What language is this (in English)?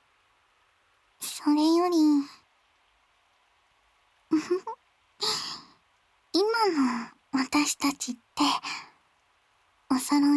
Japanese